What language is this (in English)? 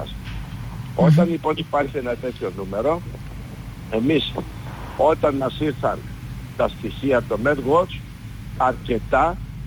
Greek